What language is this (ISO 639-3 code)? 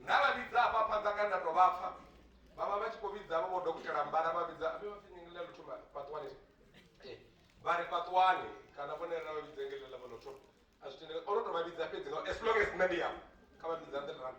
ven